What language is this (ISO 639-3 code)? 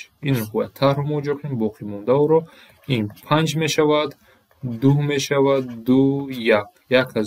tgk